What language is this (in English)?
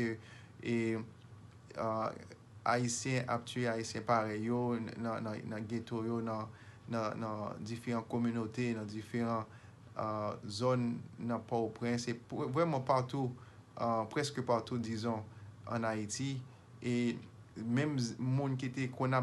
Haitian Creole